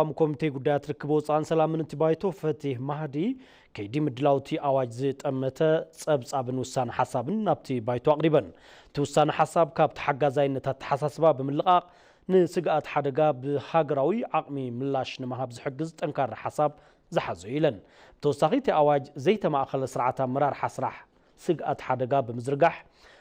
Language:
Tigrinya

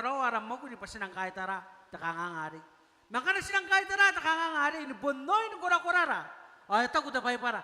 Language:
Gilbertese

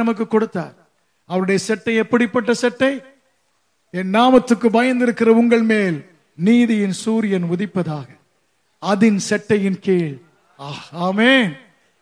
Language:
Tamil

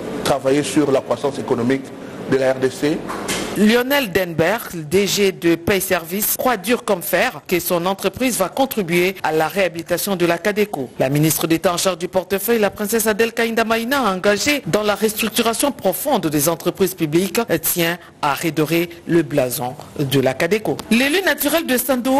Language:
French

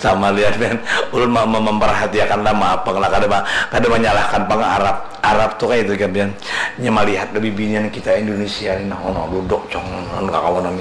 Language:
Banjar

